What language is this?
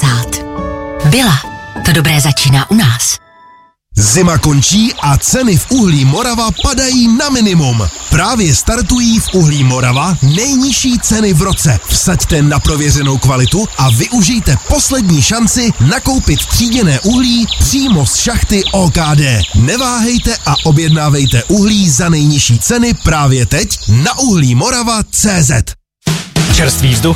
Czech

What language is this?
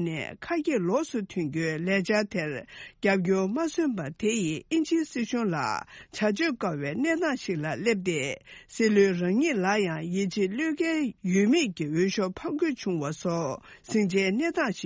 Tibetan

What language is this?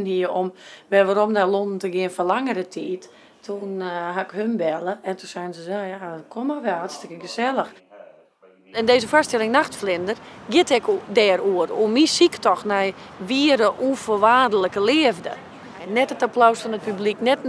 Western Frisian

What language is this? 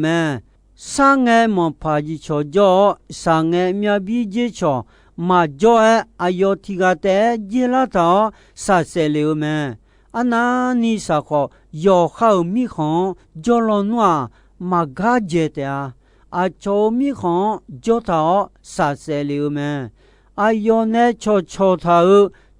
Akha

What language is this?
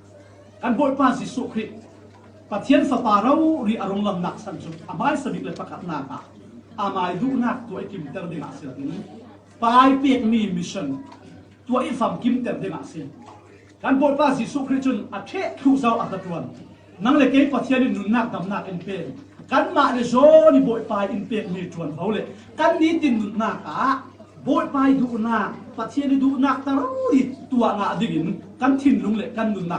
Falam Chin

